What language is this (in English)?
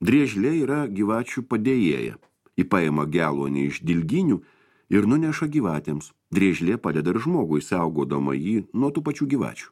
Lithuanian